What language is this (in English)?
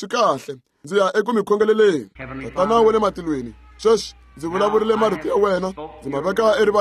Tsonga